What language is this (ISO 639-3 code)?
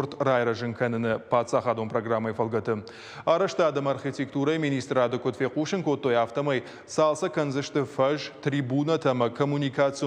oss